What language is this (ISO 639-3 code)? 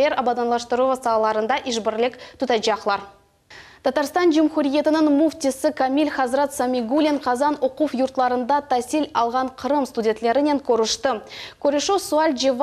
crh